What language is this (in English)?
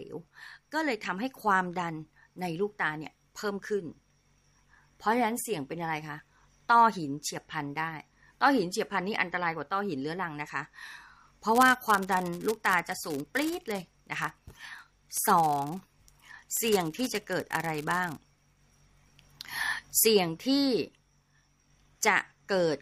Thai